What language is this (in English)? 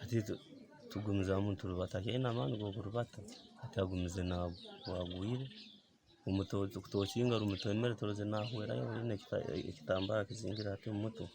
Nyankole